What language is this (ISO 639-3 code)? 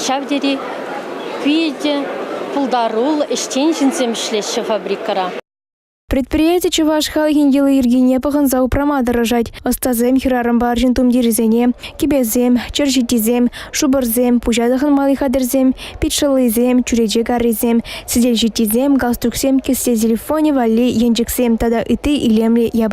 chv